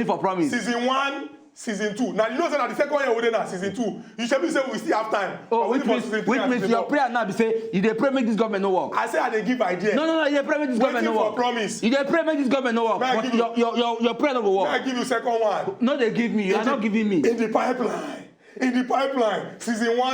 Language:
Nigerian Pidgin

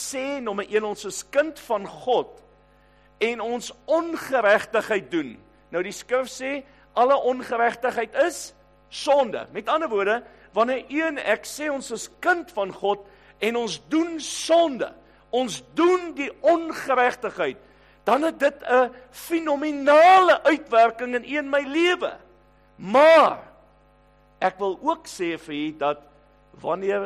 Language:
Afrikaans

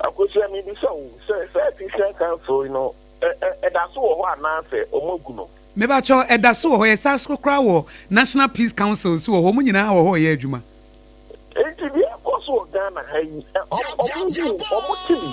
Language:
Akan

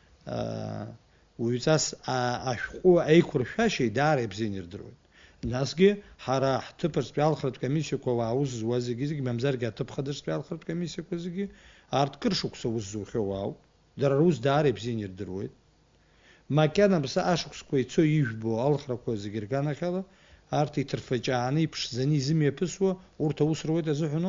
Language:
Abkhazian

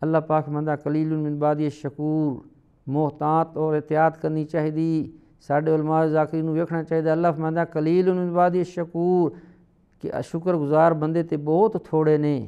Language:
Saraiki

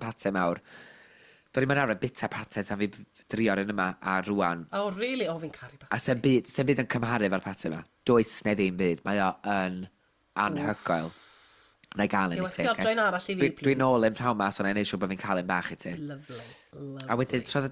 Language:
Welsh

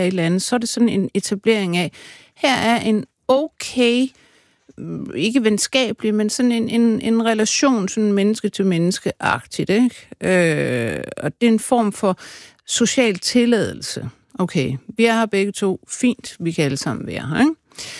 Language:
Danish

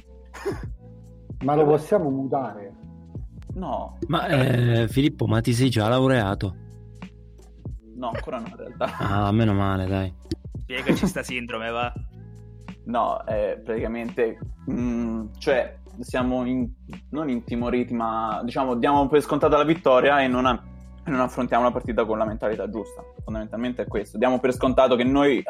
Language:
Italian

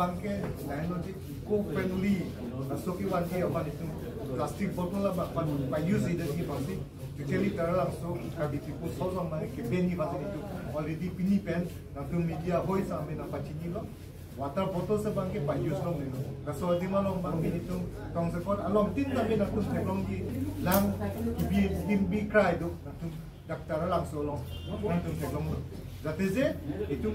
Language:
Karbi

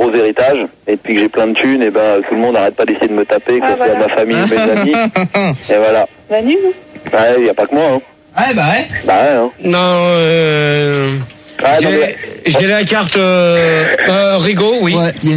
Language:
French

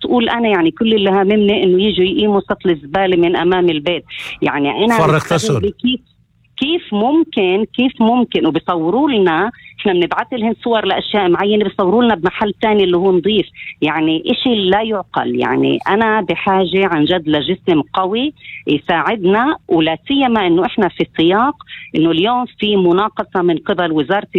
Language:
North Levantine Arabic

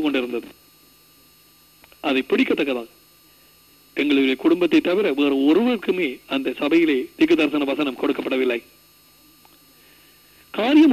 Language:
Tamil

